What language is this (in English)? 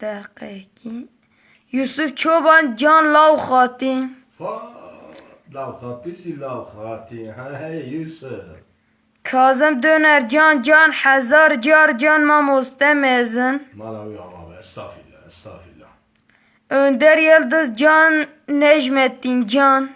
Kurdish